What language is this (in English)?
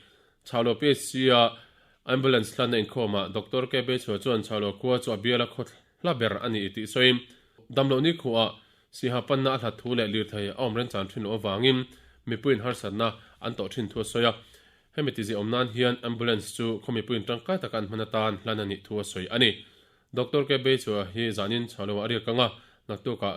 Mizo